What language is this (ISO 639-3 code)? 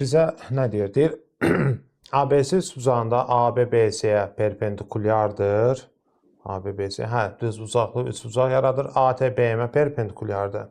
aze